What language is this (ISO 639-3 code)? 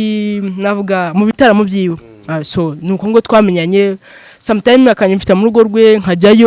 kin